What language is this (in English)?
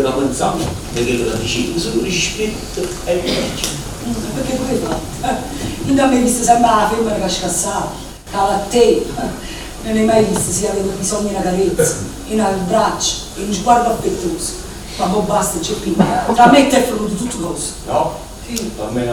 Neapolitan